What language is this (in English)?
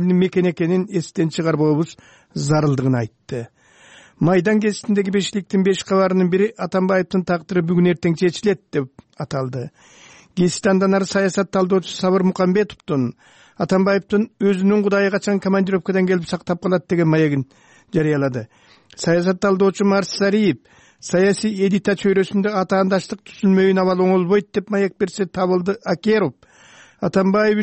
Kyrgyz